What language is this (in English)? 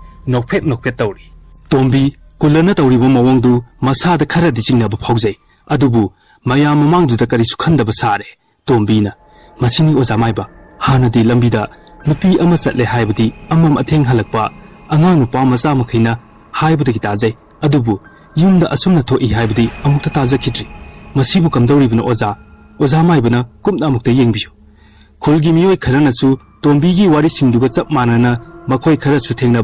Manipuri